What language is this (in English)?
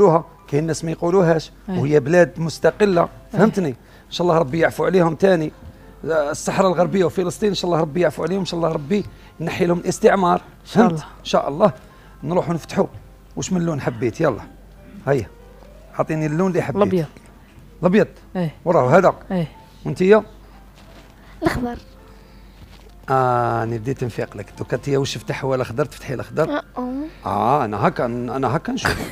Algerian Arabic